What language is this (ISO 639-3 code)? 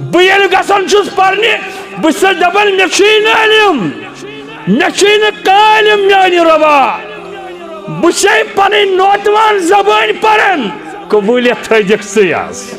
kas